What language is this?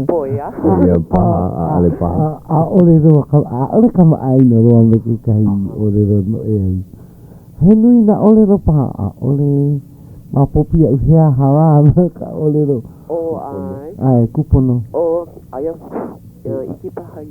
Hawaiian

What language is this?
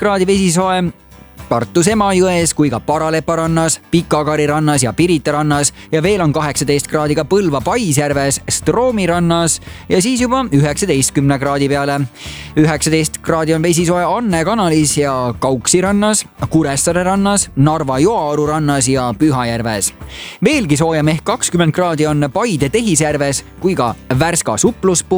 Estonian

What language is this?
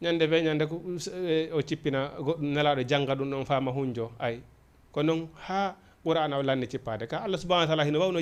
Fula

